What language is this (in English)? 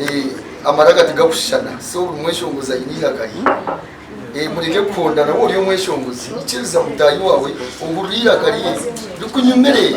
Nyankole